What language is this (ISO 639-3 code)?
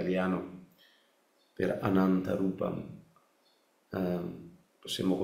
ita